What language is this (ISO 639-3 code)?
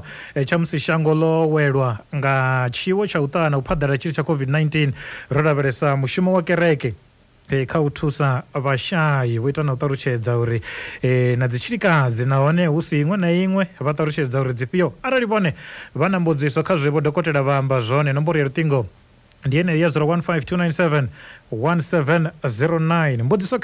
ven